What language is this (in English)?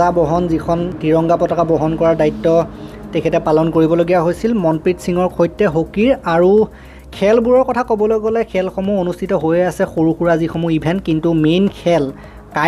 Assamese